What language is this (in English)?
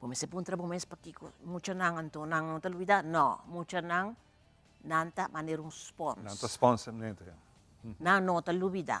Papiamento